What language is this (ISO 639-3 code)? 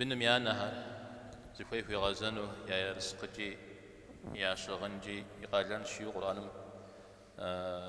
kbd